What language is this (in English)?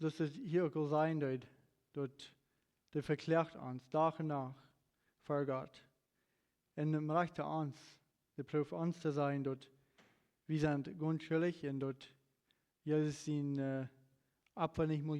Plautdietsch